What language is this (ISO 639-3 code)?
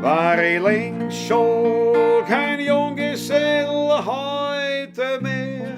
bar